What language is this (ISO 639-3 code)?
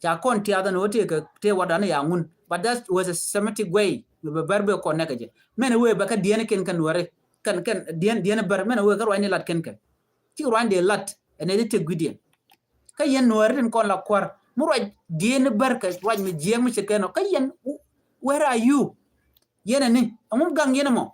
nus